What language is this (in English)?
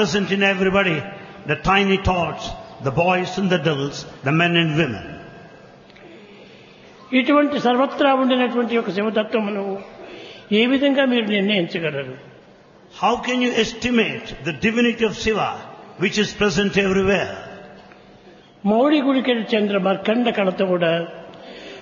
Telugu